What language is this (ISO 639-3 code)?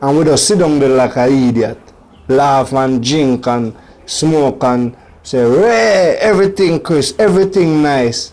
jam